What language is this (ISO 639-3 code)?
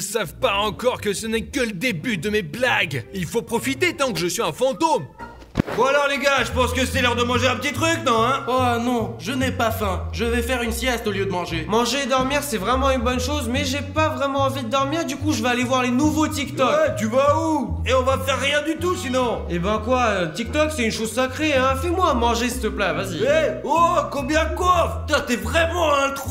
fra